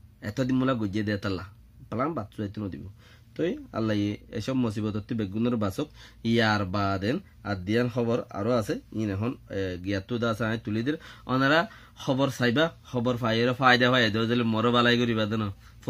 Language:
Rohingya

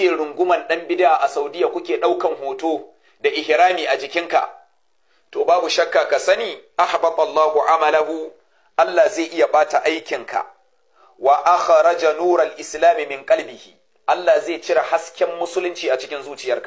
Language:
Hausa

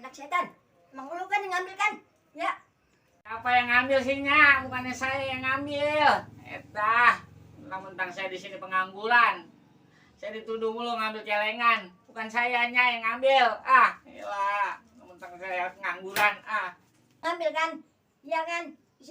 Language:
Betawi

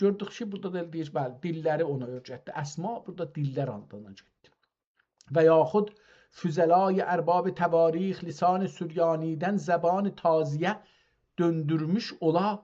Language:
South Azerbaijani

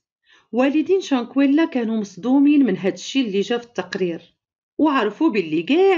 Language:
Moroccan Arabic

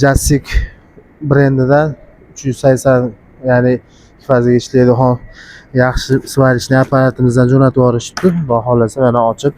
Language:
Uzbek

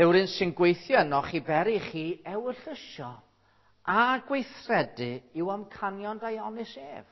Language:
Welsh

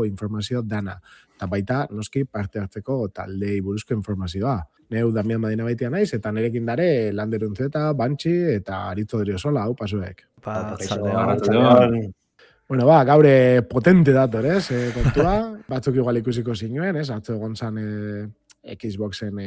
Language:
Basque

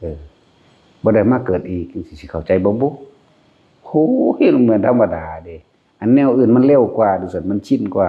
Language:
Northeastern Thai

